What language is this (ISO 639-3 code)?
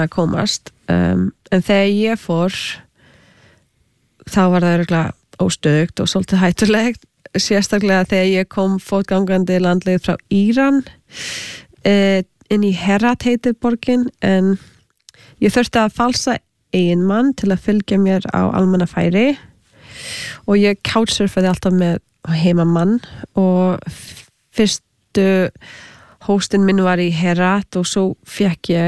isl